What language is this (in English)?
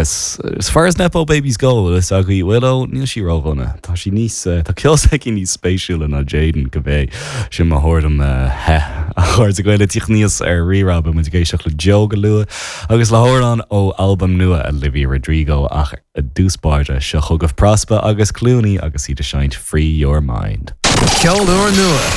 Irish